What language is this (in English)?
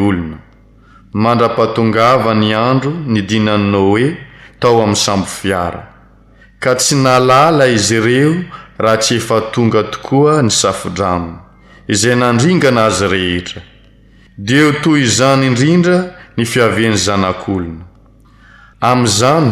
Malagasy